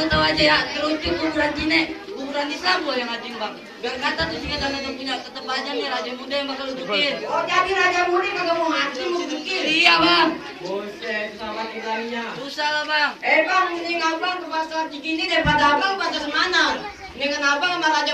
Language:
Betawi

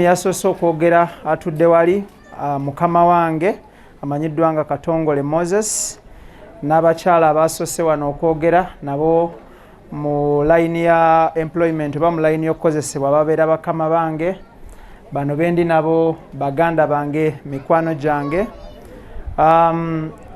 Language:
Ganda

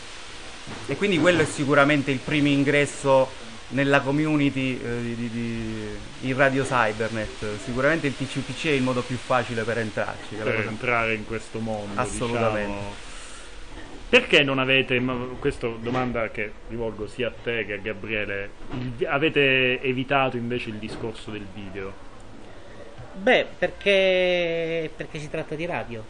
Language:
Italian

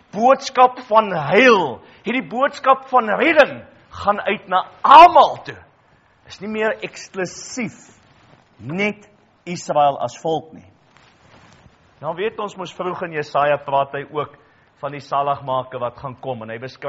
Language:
Afrikaans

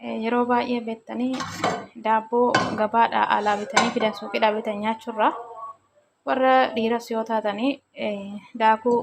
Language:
Oromo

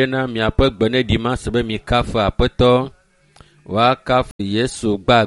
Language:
Ewe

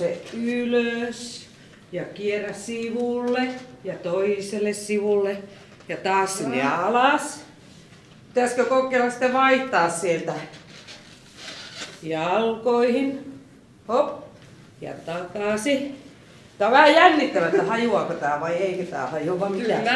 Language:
Finnish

